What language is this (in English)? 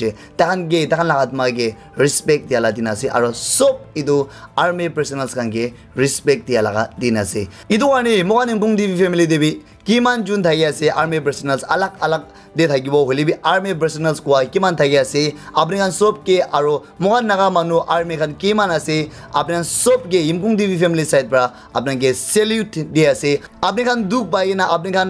Naga Pidgin